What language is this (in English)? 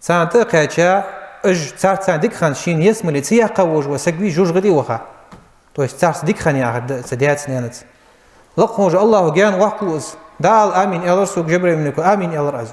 Ingush